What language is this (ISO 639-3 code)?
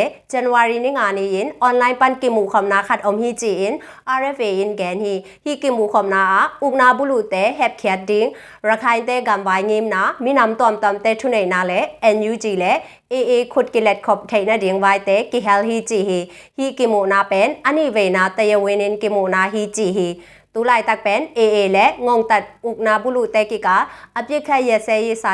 ctd